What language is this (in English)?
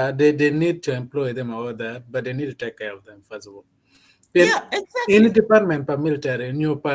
Acoli